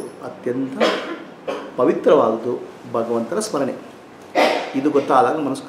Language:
Kannada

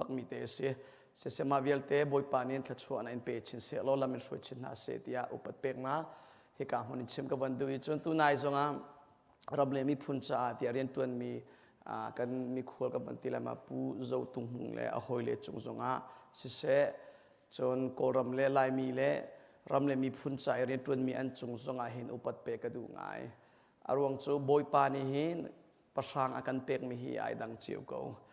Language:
Hakha Chin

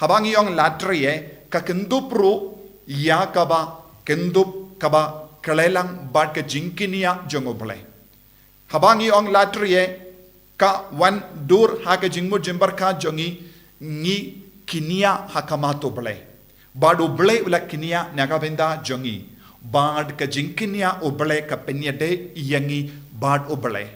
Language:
Khasi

